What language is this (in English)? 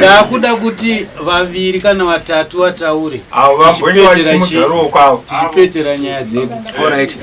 Shona